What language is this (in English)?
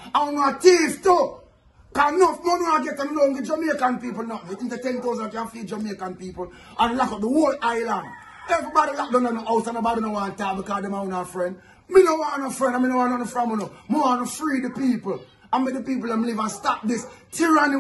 Jamaican Creole English